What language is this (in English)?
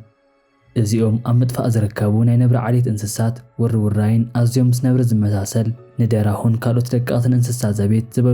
Tigrinya